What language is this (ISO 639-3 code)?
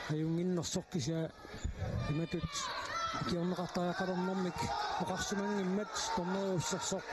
kal